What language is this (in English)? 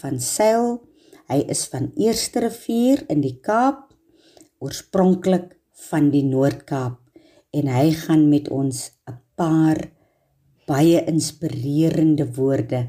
Afrikaans